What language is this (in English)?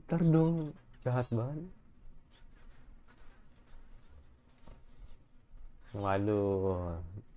Indonesian